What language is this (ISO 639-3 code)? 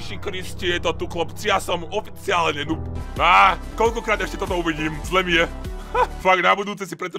slk